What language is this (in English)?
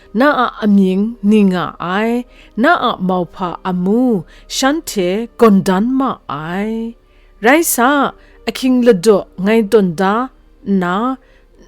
Kachin